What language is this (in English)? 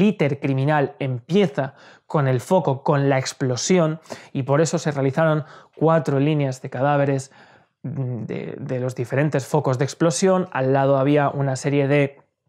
Spanish